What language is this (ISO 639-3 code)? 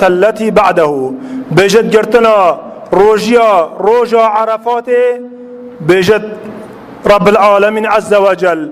kur